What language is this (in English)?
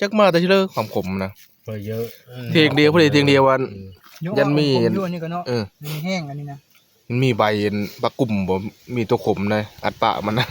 Northeastern Thai